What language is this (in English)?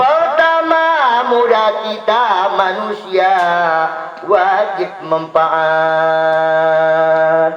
Batak Dairi